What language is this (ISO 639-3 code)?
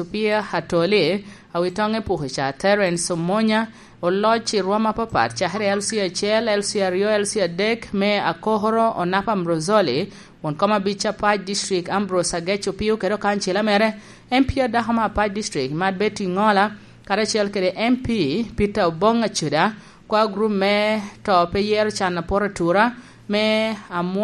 laj